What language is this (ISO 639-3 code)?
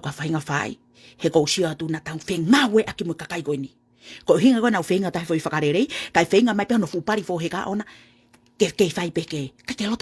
ton